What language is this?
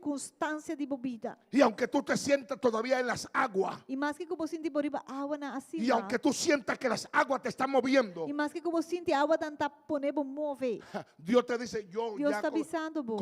Papiamento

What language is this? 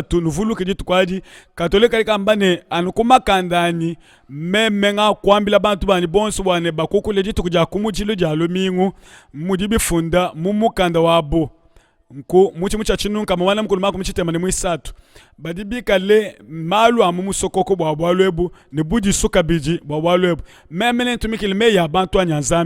Luba-Lulua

